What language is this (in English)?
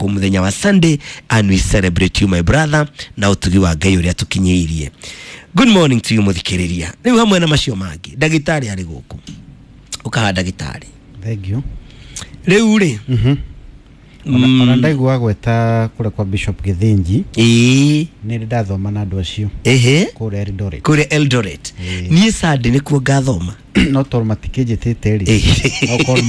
Kikuyu